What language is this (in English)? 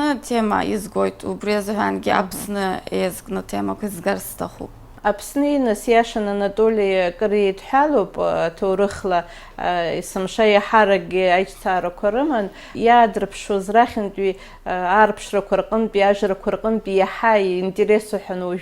Abkhazian